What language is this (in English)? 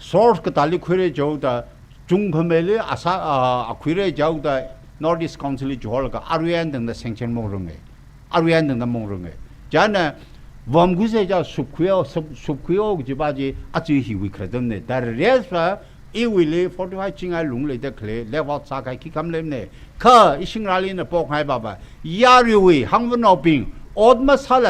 Tangkhul Naga (India)